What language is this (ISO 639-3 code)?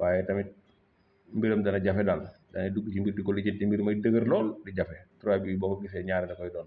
wol